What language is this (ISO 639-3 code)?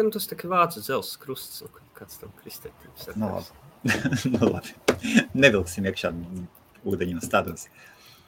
lav